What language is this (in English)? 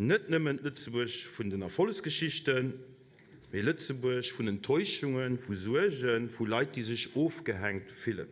Luxembourgish